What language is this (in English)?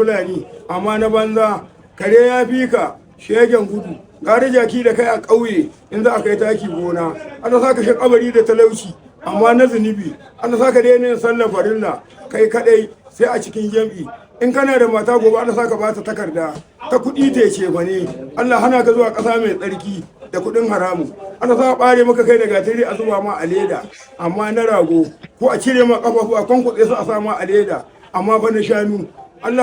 Hausa